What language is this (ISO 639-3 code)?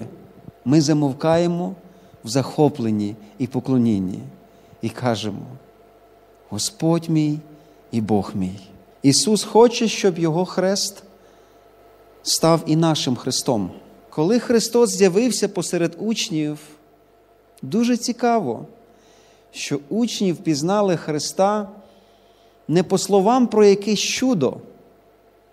ukr